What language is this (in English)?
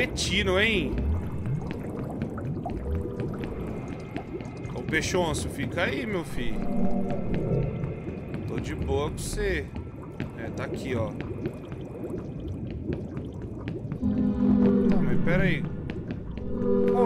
Portuguese